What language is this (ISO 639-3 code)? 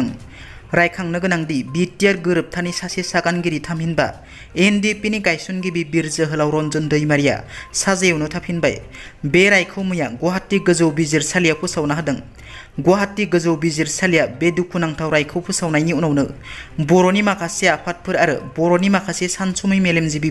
brx